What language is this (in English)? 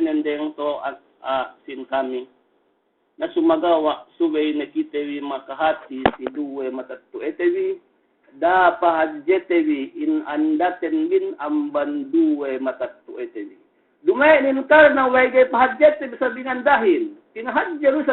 Yakan